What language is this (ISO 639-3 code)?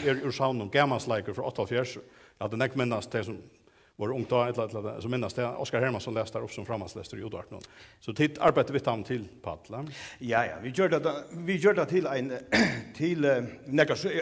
fao